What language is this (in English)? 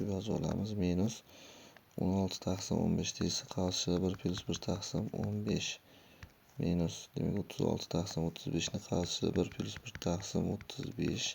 Uzbek